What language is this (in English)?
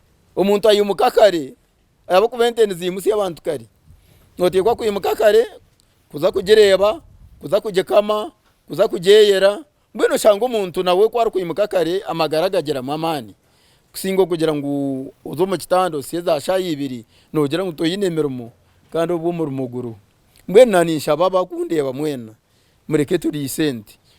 Nyankole